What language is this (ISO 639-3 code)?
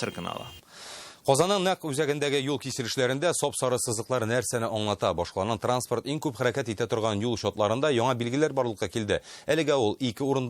tat